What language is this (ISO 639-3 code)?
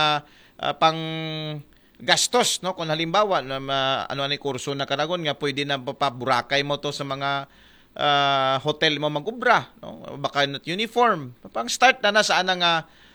akl